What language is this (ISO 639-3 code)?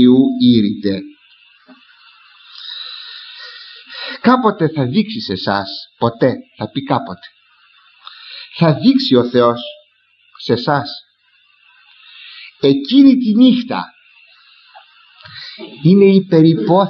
ell